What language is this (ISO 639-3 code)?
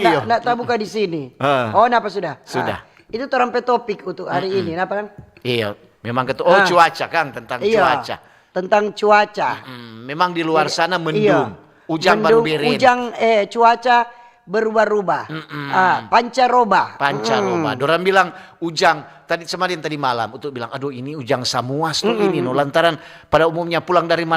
xmm